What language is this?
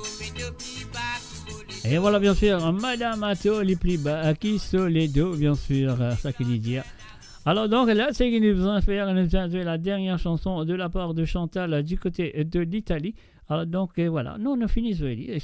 Morisyen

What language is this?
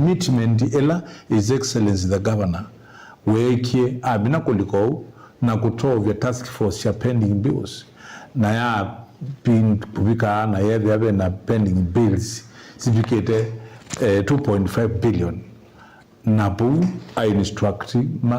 Kamba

